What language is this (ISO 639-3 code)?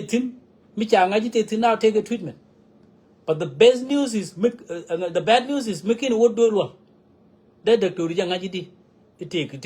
nus